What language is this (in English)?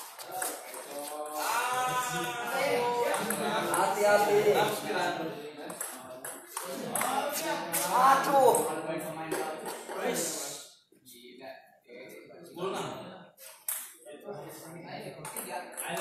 Indonesian